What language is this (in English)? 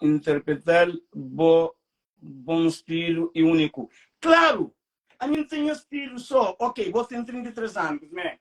Kabuverdianu